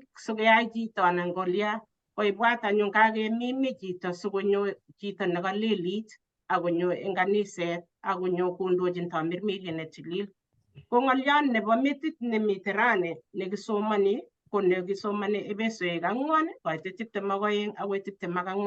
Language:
Kalenjin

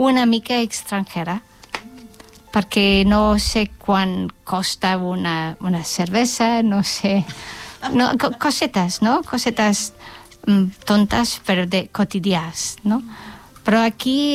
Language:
Catalan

